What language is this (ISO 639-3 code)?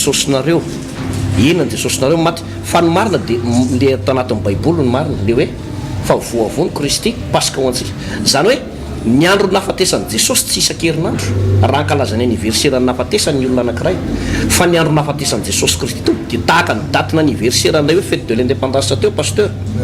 mlg